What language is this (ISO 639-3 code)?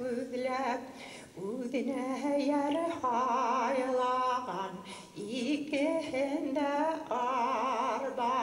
bak